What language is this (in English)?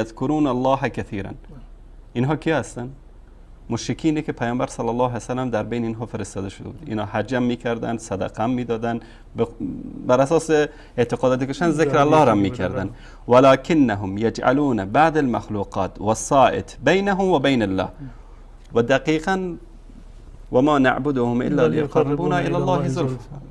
Persian